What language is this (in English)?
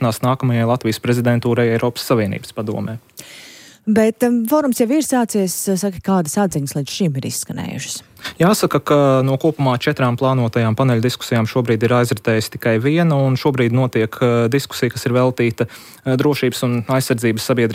Latvian